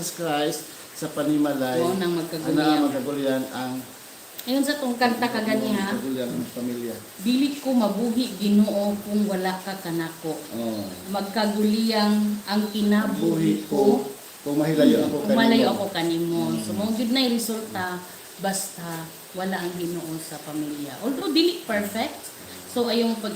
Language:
Cebuano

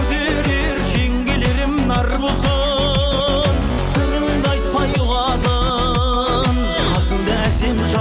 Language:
Kazakh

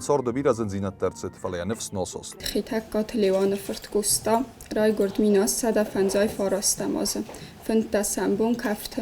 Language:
Ossetic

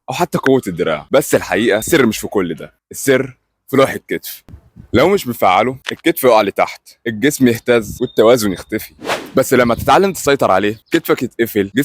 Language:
Egyptian Arabic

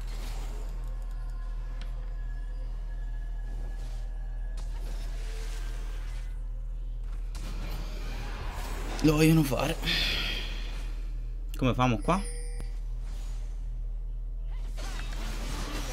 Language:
Italian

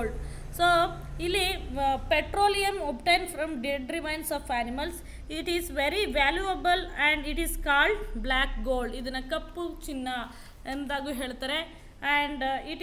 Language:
Kannada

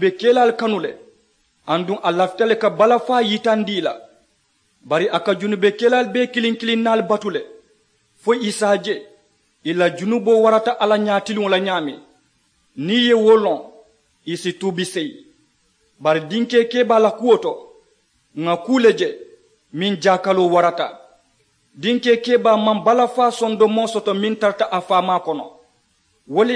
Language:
Mandingo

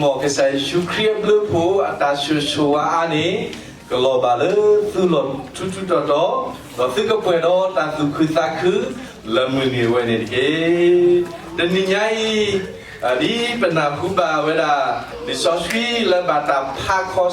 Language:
S'gaw Karen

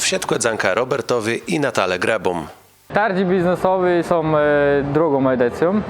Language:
Kashubian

